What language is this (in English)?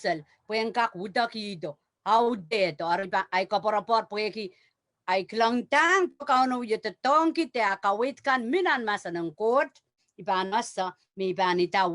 Pohnpeian